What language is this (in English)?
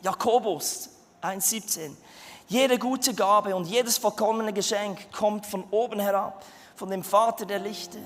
Swiss German